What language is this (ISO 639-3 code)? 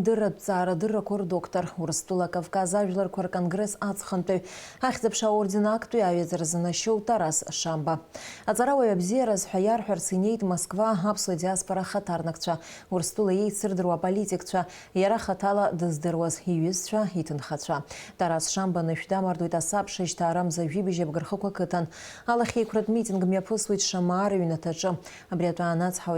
abk